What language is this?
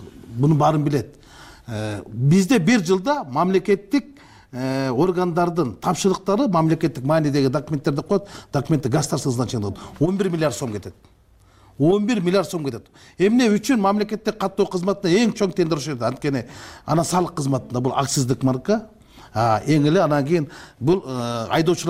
Kyrgyz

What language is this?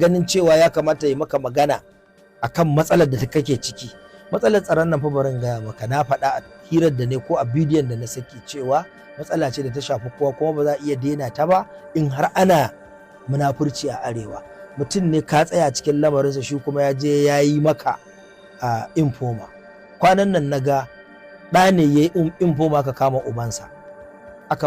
Hausa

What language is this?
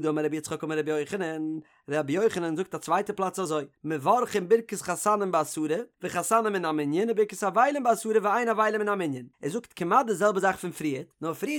Yiddish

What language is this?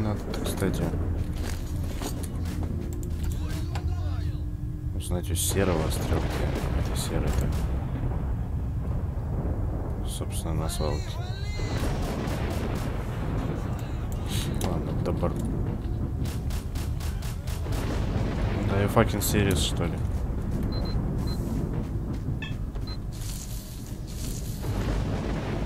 Russian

